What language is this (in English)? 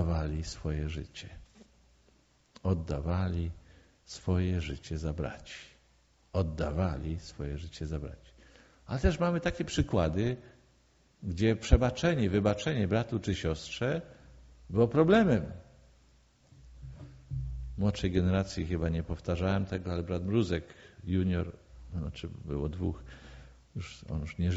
Polish